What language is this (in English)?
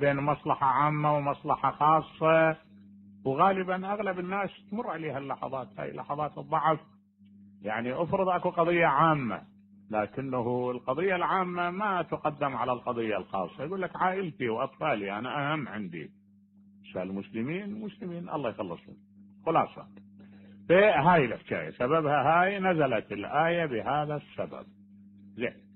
Mesopotamian Arabic